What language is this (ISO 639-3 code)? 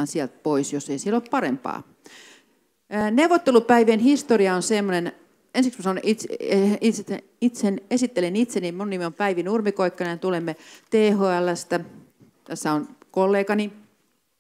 fin